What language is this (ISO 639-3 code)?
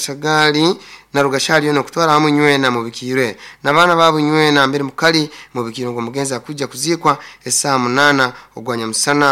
nyo